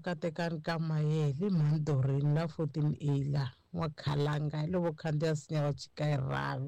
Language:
Tsonga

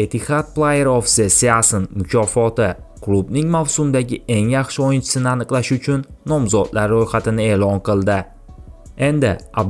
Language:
Uzbek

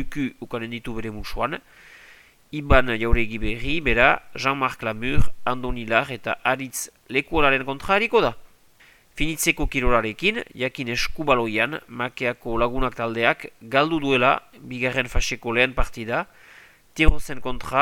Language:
Basque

